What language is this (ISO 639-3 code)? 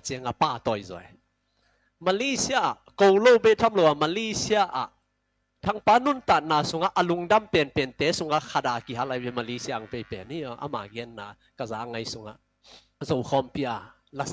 ctd